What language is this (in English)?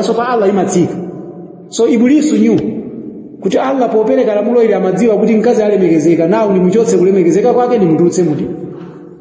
Nyanja